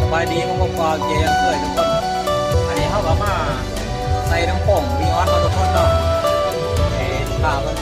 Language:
Lao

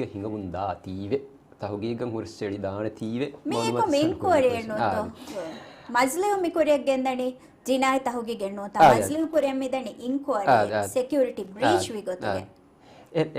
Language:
Divehi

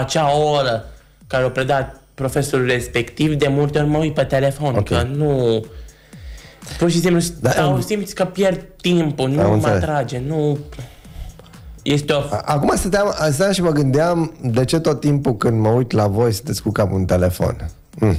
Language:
Romanian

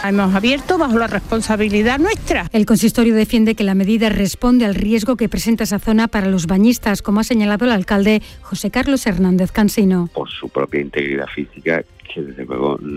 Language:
Spanish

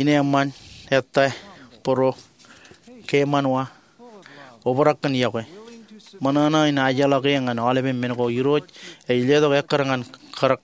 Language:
Marshallese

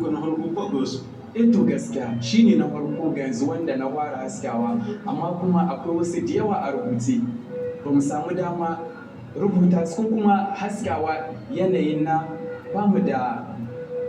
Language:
Hausa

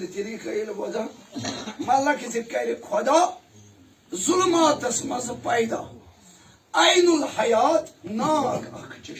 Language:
Kashmiri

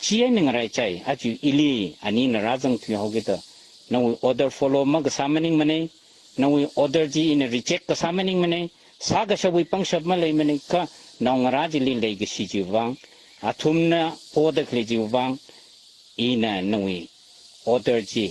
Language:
Tangkhul Naga (India)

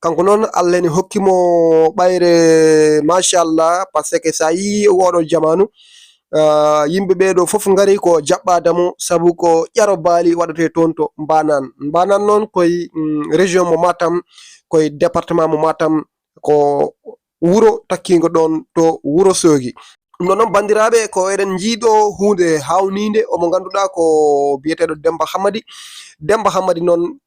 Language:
Fula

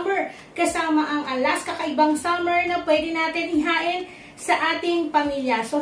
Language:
Filipino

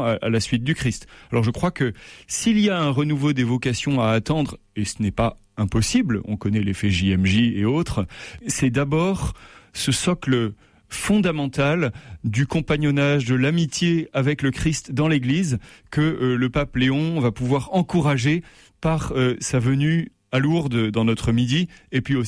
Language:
French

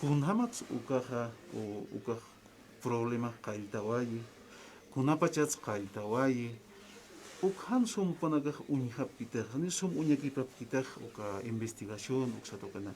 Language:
Aymara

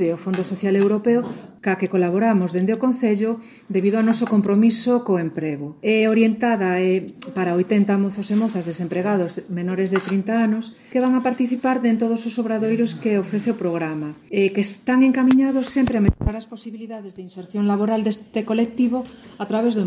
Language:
Galician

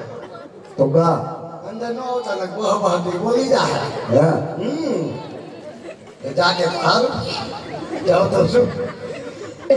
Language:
Gujarati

